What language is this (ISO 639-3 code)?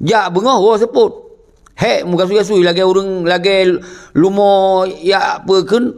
ace